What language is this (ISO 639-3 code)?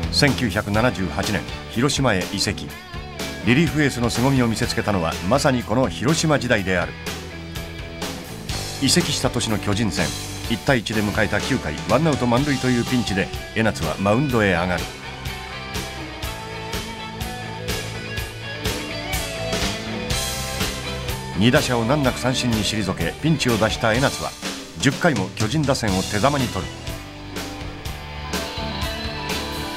jpn